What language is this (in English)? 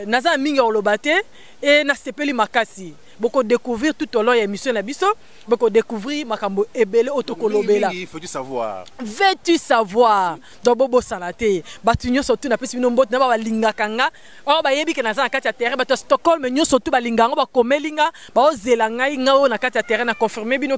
Lingala